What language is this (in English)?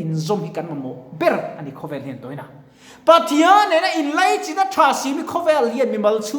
Mizo